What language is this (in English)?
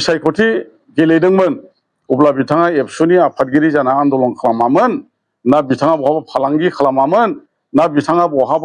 Bodo